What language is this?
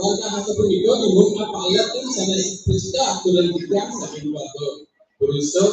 Balinese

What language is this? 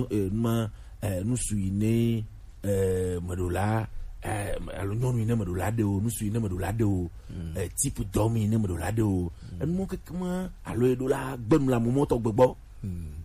Gen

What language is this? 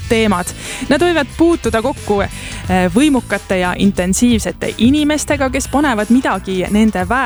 Estonian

